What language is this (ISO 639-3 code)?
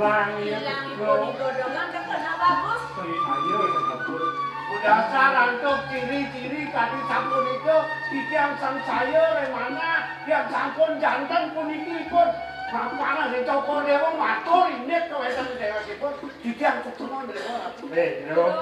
ban